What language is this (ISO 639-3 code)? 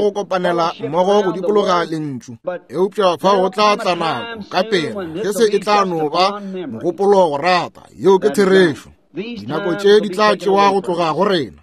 nso